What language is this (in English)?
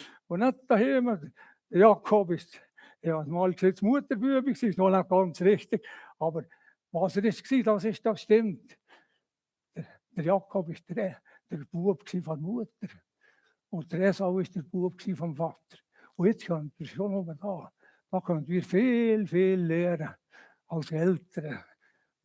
Swiss German